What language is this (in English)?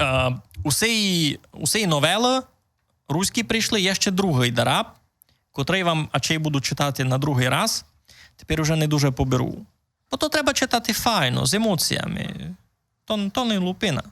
Rusyn